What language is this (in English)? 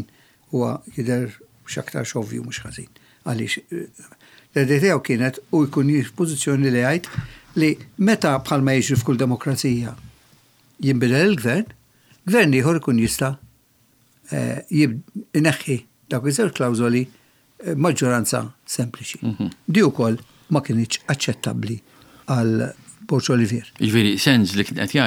Maltese